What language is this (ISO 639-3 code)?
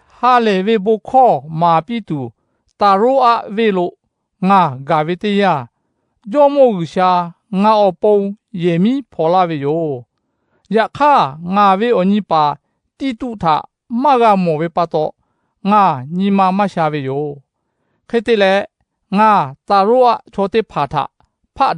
lhu